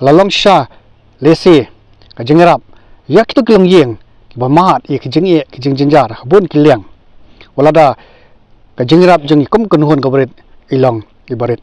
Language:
Khasi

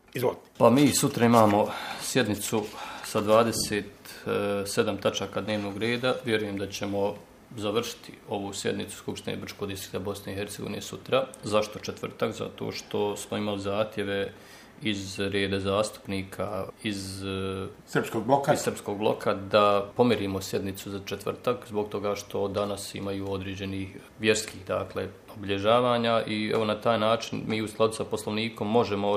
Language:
Bosnian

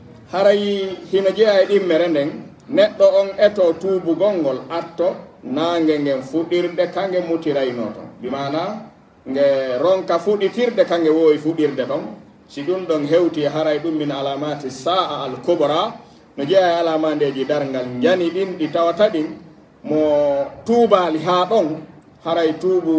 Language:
Pular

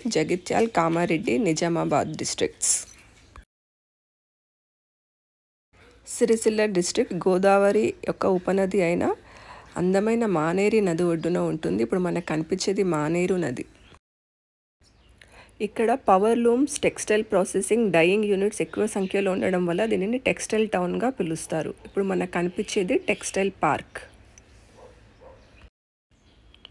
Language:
Telugu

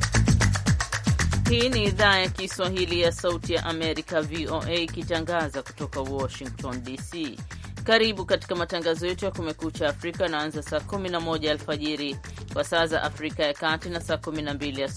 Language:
Swahili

